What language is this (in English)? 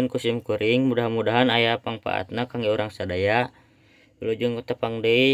Sundanese